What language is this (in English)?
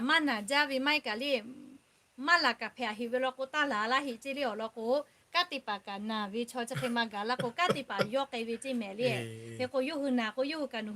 Lahu